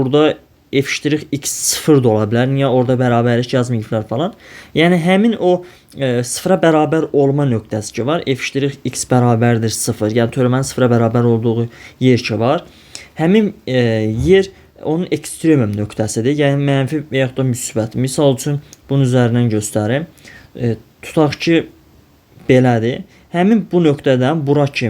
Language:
Azerbaijani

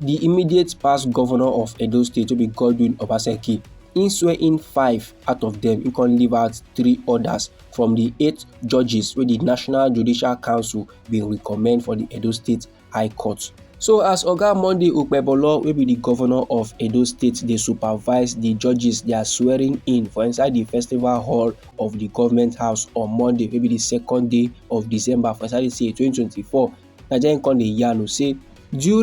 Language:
Nigerian Pidgin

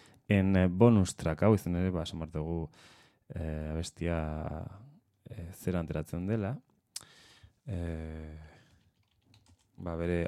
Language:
Basque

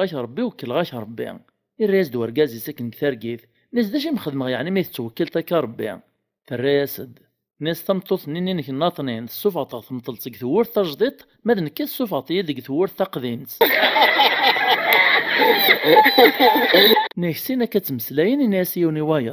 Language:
Kabyle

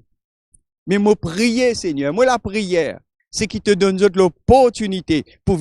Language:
Morisyen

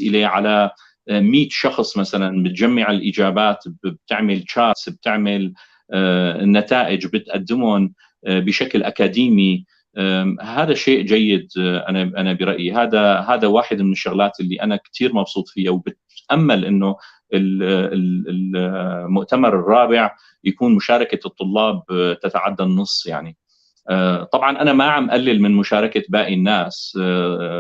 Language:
North Levantine Arabic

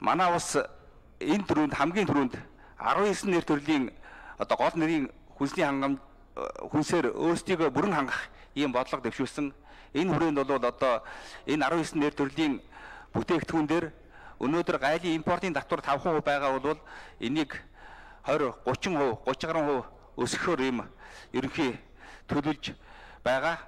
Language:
Mongolian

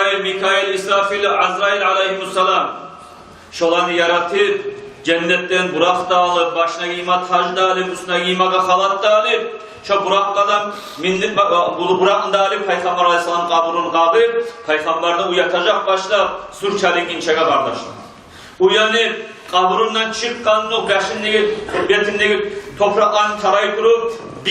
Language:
Kumyk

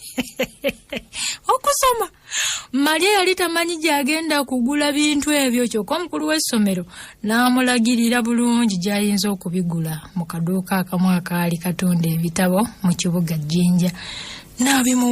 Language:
Ganda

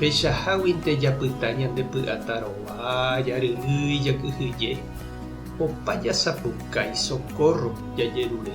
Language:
Guarani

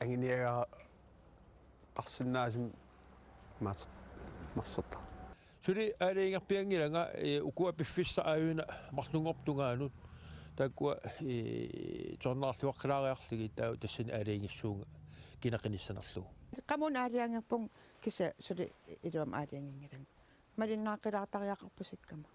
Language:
Kalaallisut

